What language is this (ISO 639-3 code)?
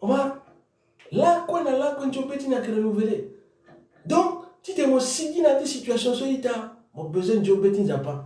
sag